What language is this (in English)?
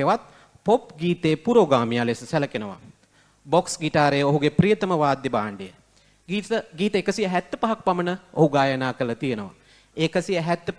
Sinhala